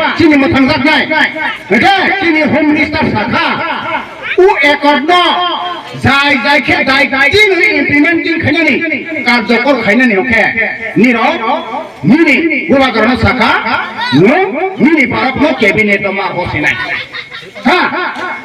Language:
Kok Borok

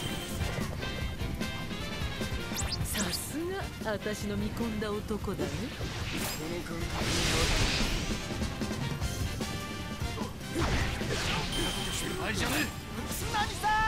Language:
Japanese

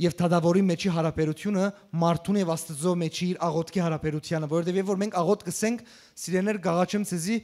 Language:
Western Armenian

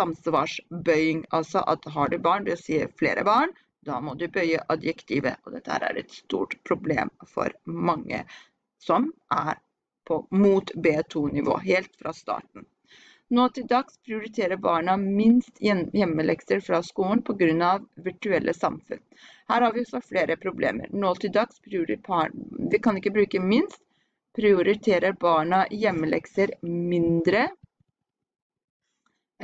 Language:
Norwegian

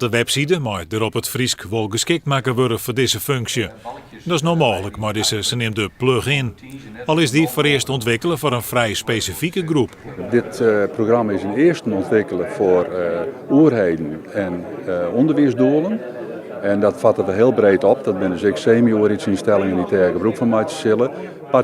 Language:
Western Frisian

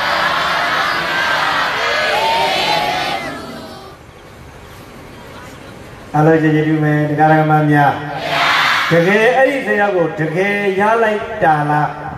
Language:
Burmese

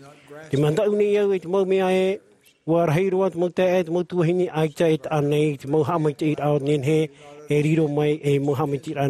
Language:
Tahitian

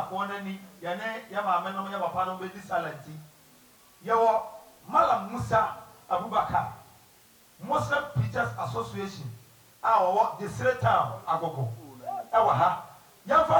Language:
Akan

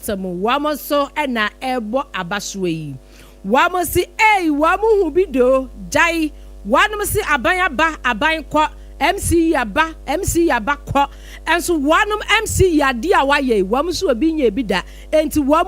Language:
Akan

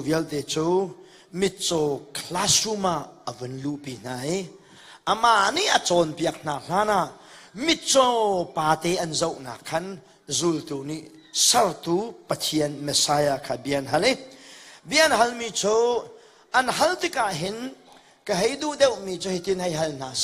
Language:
Hakha Chin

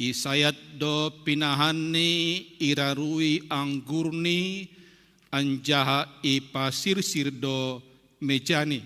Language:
Batak Simalungun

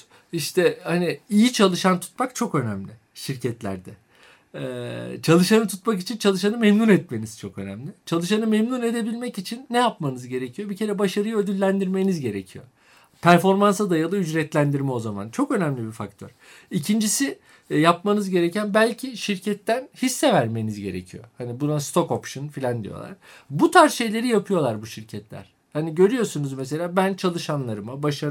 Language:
Turkish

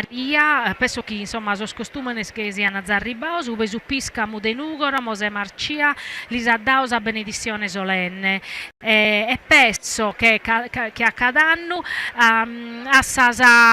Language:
Sardinian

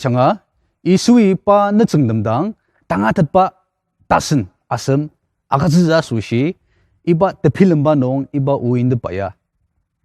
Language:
Ao Naga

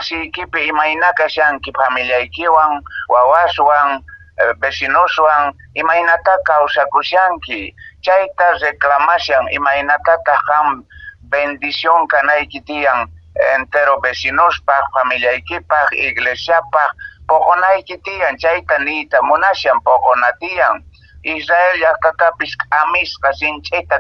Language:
Quechua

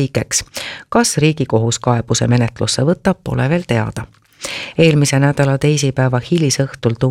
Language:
Estonian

